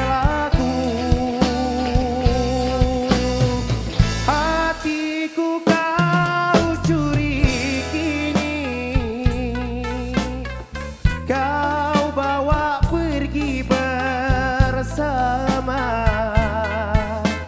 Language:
Malay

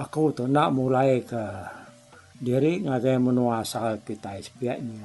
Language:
Iban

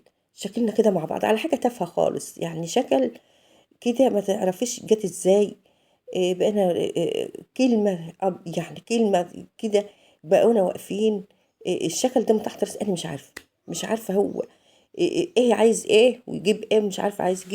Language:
Egyptian Arabic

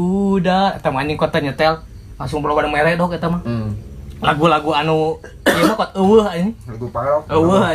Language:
Sundanese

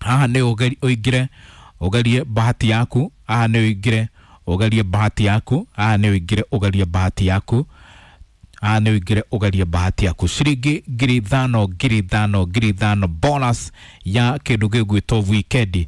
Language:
Kikuyu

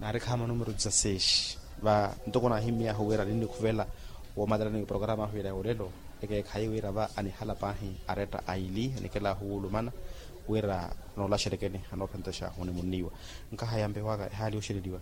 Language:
Makhuwa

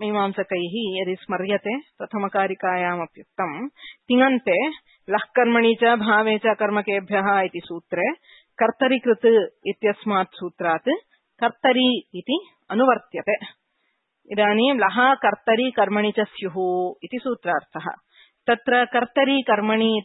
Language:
Sanskrit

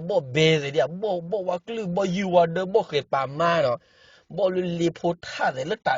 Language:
S'gaw Karen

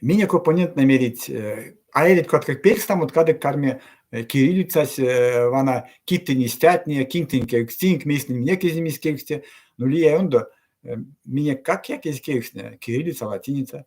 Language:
Erzya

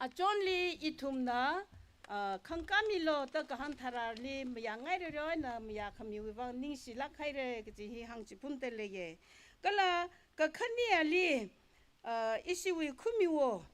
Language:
Tangkhul Naga (India)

